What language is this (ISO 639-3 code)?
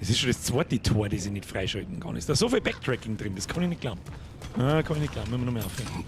bar